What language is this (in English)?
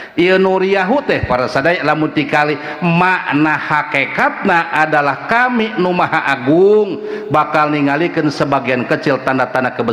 Sundanese